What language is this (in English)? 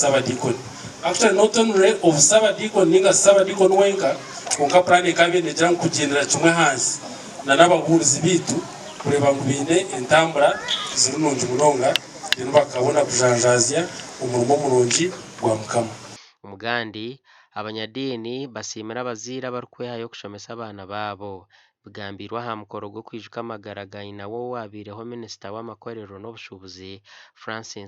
Nyankole